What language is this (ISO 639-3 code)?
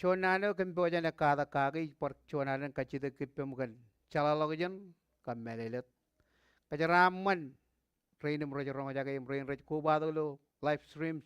mah